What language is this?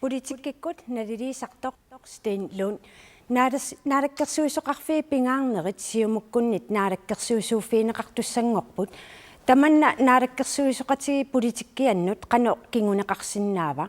Kalaallisut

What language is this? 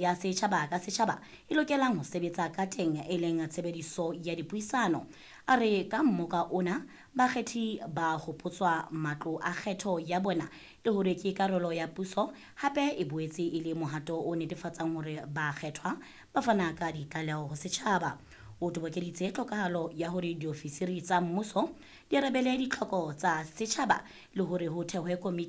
Southern Sotho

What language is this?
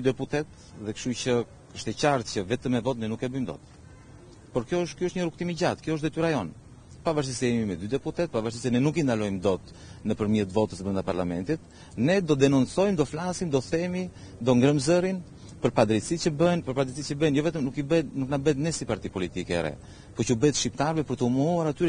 Albanian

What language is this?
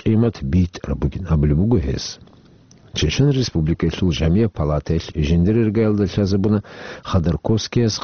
Avaric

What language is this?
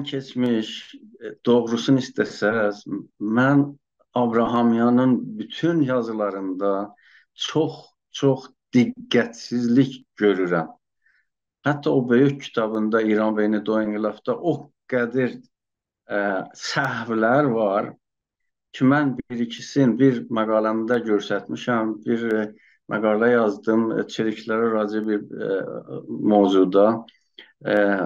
South Azerbaijani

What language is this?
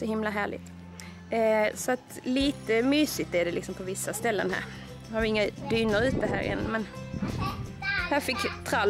Swedish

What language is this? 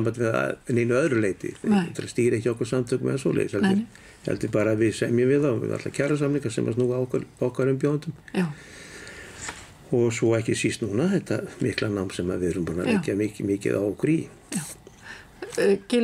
Icelandic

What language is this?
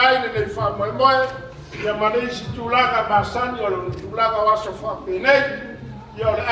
Samoan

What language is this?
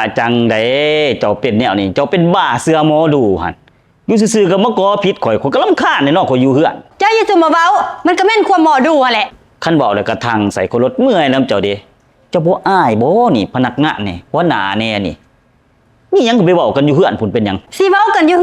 Lao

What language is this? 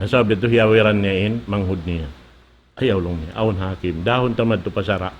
Tausug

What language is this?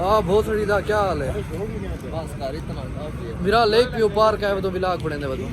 Saraiki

